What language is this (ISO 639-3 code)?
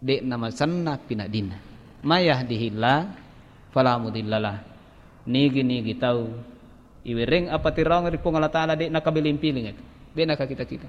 bug